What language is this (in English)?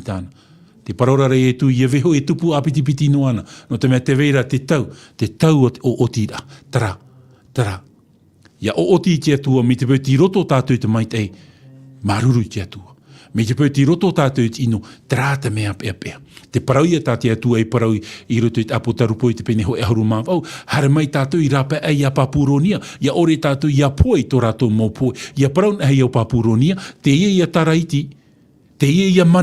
Tahitian